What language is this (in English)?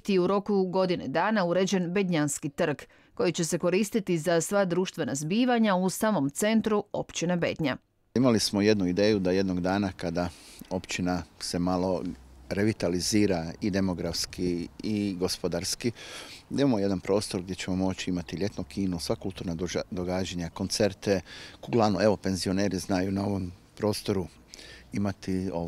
Croatian